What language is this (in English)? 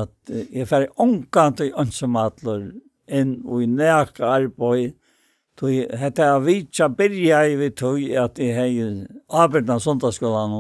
Faroese